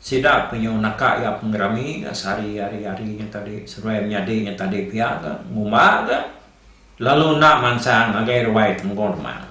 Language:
Iban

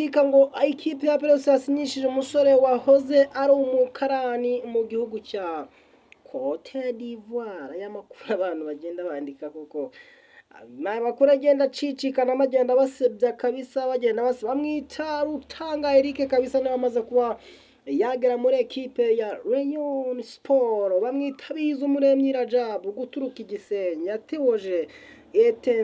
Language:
Kinyarwanda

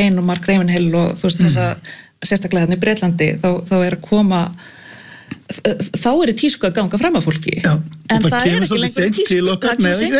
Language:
Icelandic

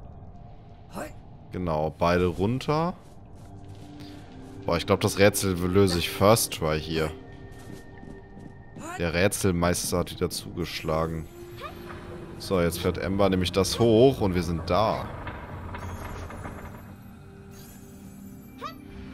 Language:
German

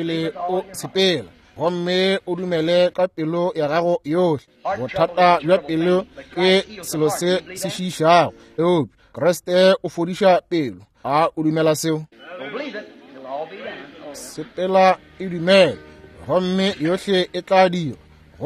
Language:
Northern Sotho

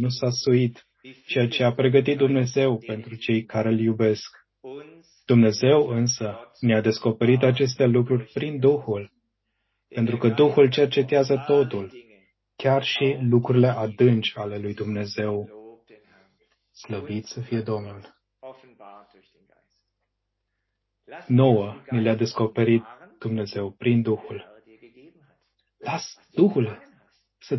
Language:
Romanian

